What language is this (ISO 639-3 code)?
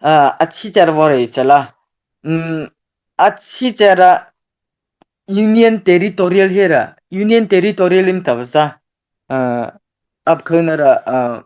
mrh